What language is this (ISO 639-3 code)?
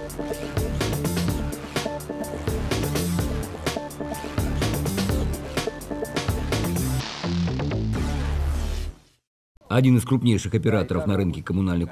rus